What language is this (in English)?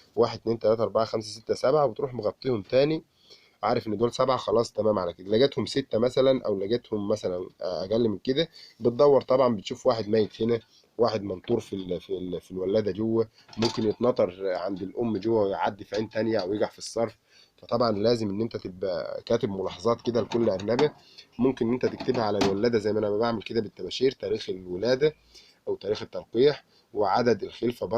Egyptian Arabic